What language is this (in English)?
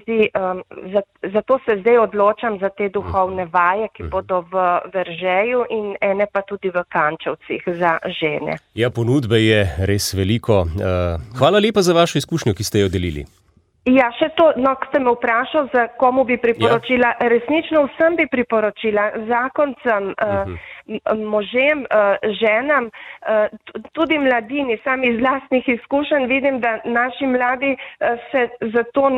Slovenian